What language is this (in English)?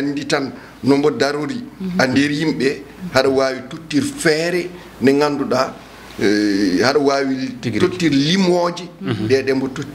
Fula